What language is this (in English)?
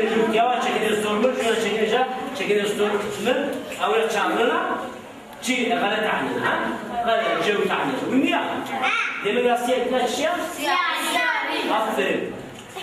Zaza